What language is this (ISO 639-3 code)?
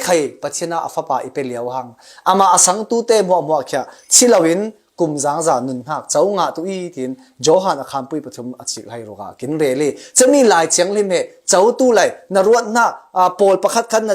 cfm